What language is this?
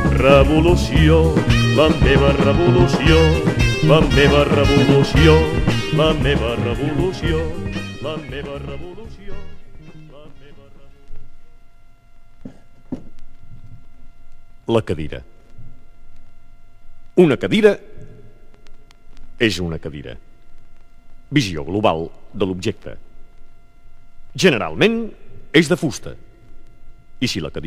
Catalan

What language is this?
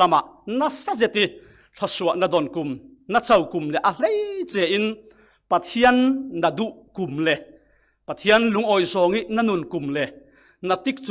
Falam Chin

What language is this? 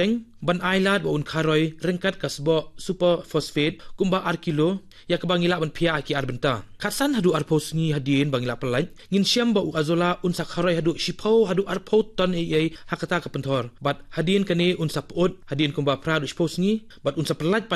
Khasi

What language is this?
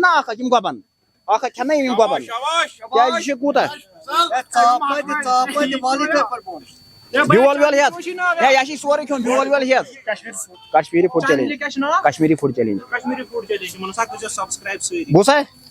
Kashmiri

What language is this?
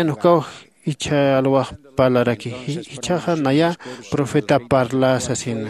Aymara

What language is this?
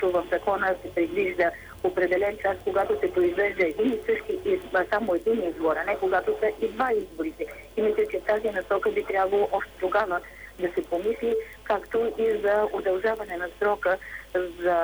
Bulgarian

